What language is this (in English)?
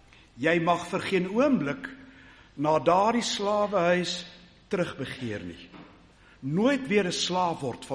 Afrikaans